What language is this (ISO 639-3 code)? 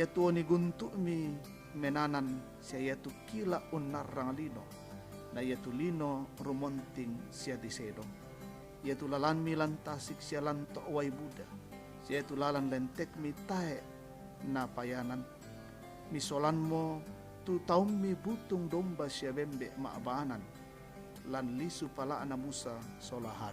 sda